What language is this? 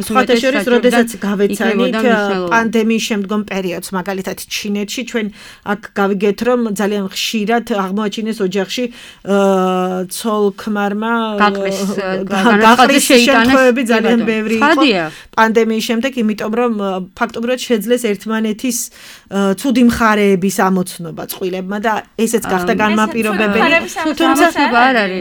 Georgian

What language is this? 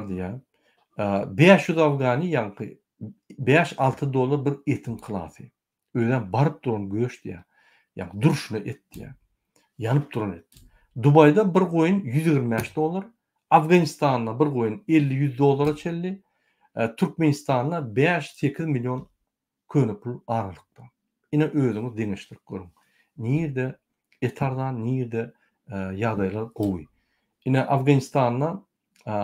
Turkmen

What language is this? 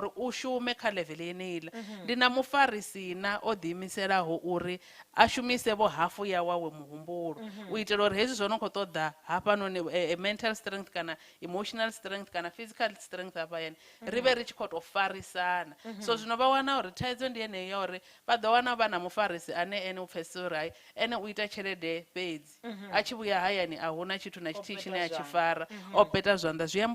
Venda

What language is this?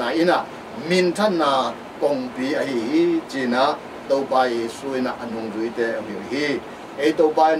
Tedim Chin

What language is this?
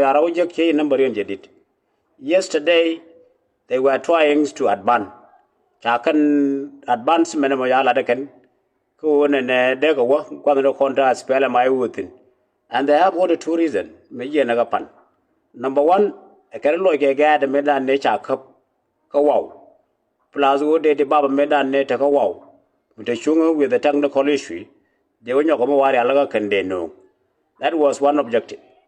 Nuer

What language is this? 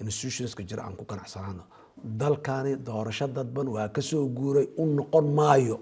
Somali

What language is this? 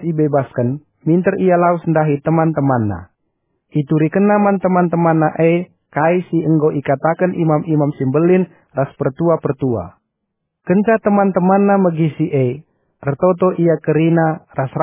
Batak Karo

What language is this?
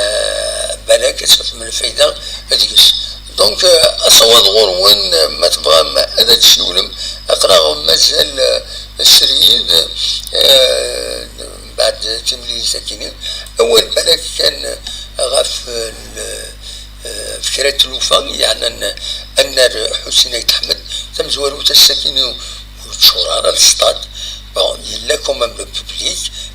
Kabyle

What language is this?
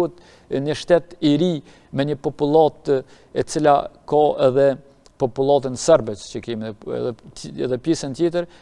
Albanian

